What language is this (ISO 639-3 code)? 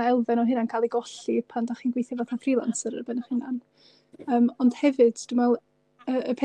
cym